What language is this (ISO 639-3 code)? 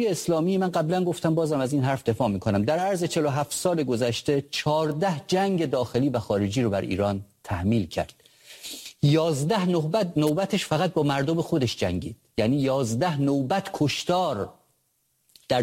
fas